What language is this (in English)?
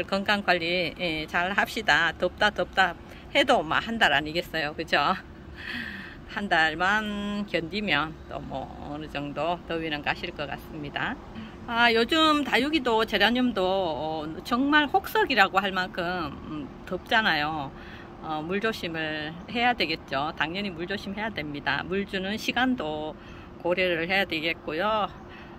Korean